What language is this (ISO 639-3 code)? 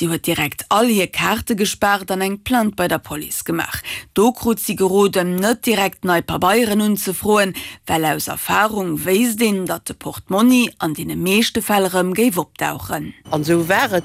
ltz